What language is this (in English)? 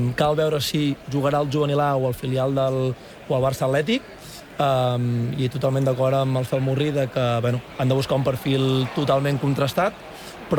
Catalan